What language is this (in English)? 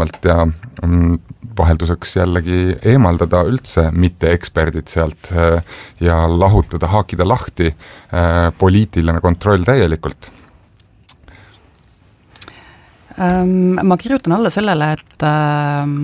Estonian